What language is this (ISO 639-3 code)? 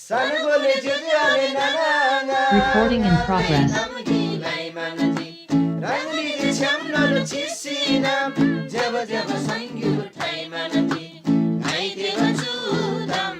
taj